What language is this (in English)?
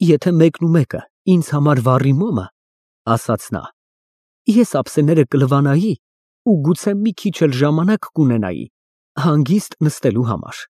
Armenian